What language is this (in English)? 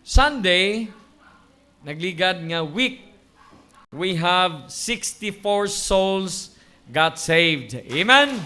Hiligaynon